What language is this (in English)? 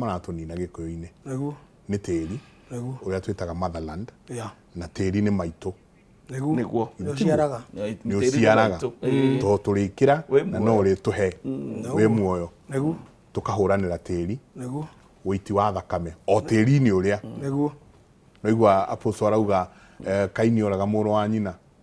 Kikuyu